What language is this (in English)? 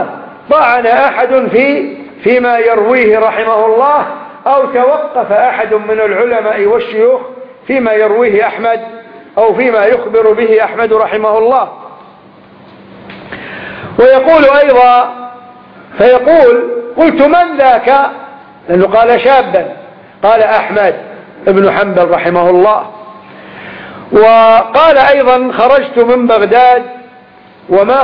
Arabic